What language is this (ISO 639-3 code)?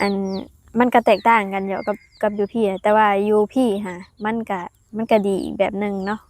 lao